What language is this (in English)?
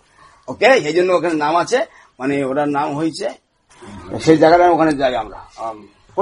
Bangla